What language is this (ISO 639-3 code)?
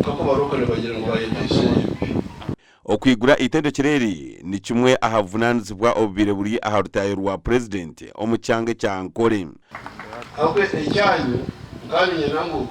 nyn